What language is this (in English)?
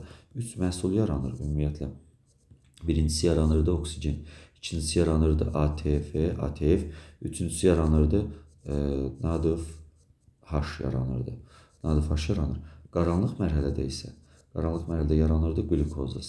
Azerbaijani